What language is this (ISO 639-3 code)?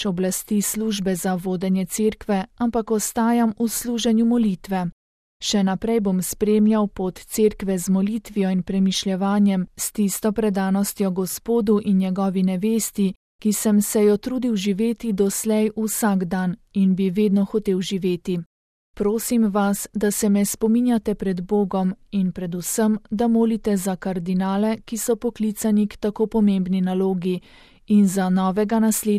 slv